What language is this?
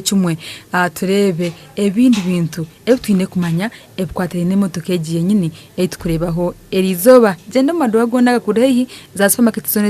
Nyankole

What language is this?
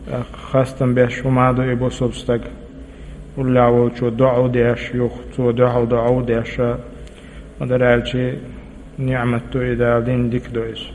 Chechen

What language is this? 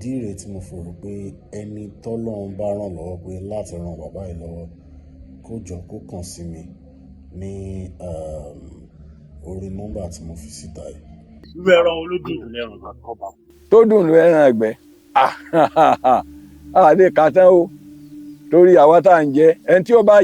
Yoruba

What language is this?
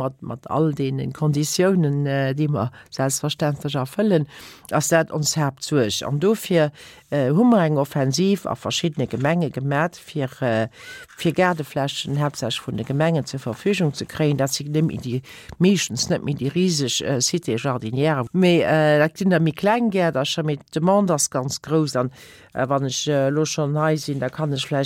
Luxembourgish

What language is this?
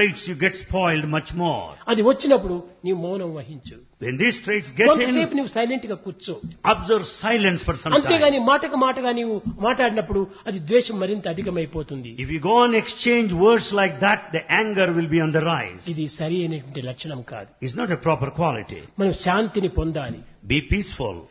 Telugu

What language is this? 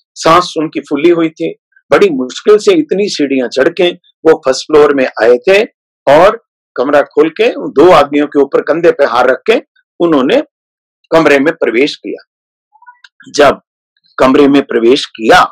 Hindi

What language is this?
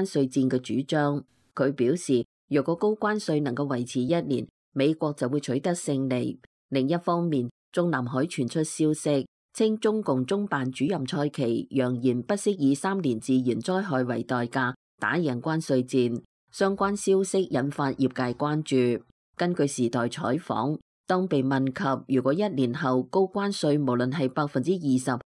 Cantonese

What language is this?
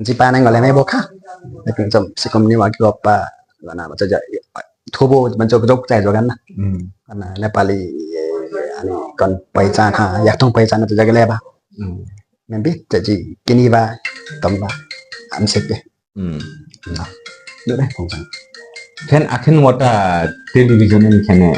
Limbu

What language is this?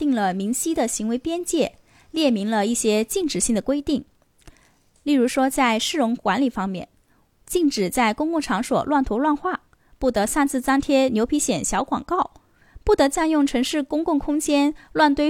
Chinese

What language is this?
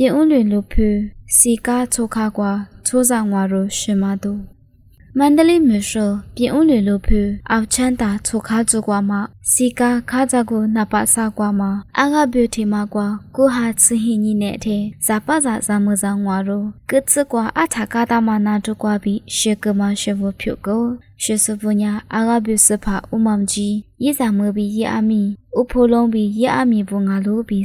Lisu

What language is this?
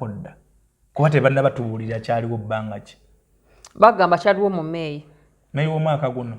Ganda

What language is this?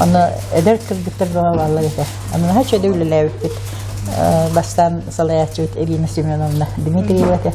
Yakut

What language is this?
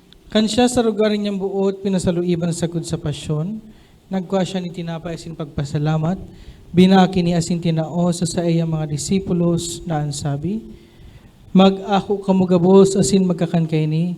Bikol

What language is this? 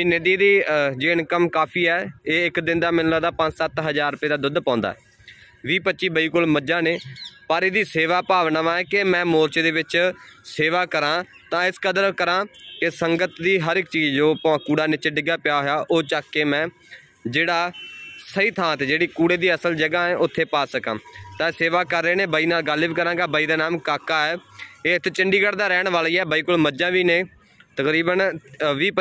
Punjabi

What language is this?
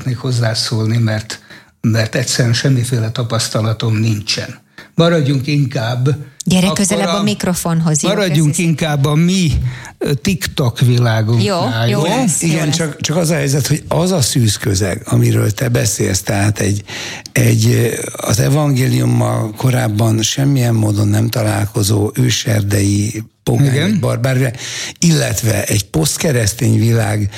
Hungarian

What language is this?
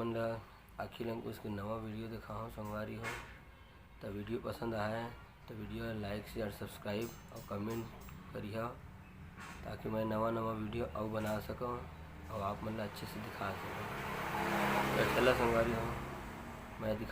Chhattisgarhi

